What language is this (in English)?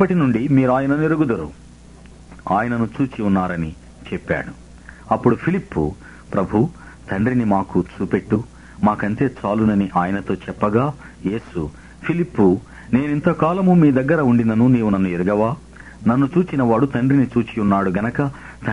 Telugu